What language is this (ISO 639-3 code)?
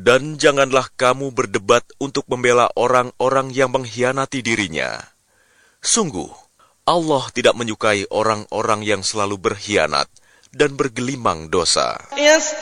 ind